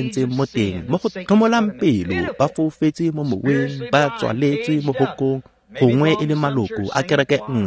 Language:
Tswana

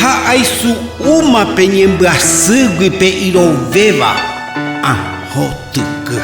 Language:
Guarani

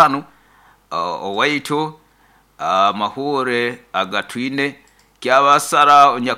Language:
Nyoro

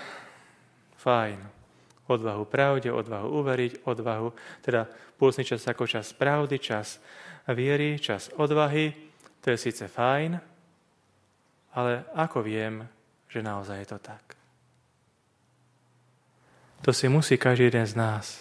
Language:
Slovak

